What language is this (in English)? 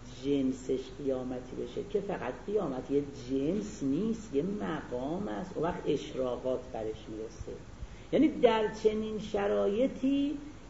Persian